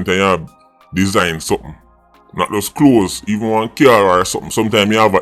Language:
Jamaican Creole English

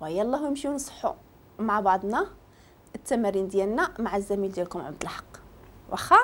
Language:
Moroccan Arabic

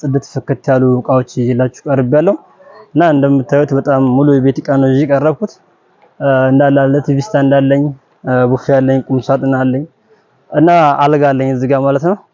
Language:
Amharic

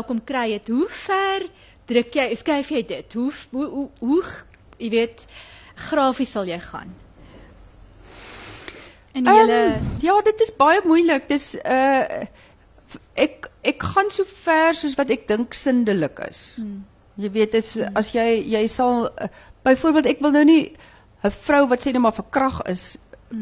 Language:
Afrikaans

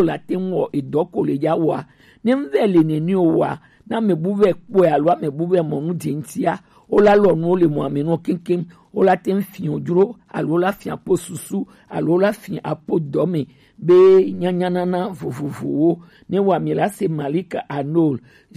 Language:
Gen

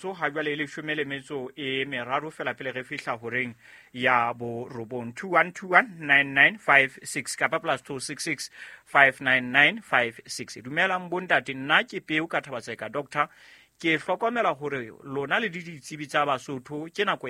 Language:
Southern Sotho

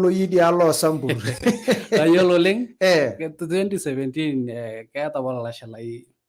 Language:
Masai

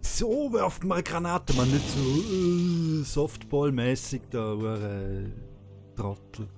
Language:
Swiss German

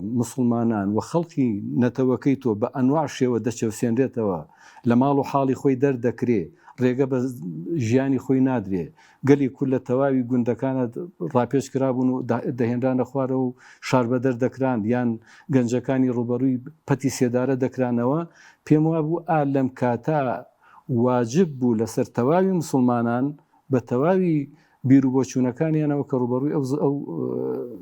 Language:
Central Kurdish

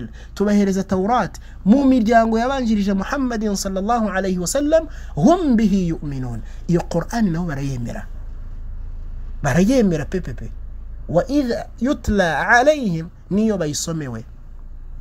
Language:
Kinyarwanda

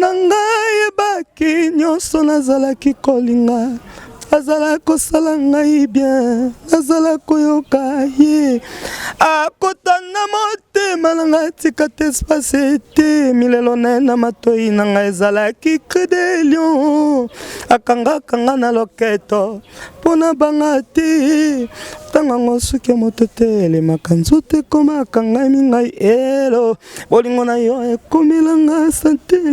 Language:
Lingala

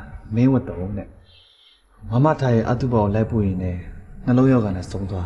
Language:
Burmese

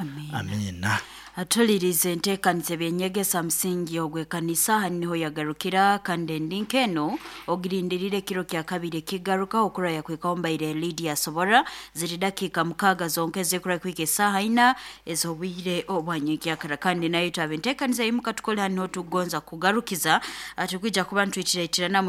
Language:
Nyoro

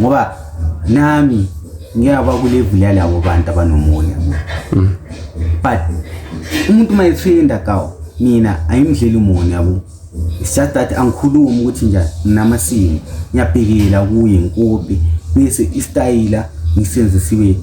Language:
Zulu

